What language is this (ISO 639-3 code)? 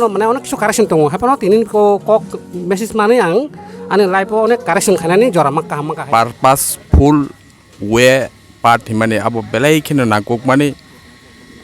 trp